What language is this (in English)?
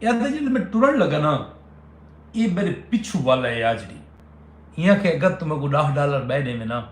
Saraiki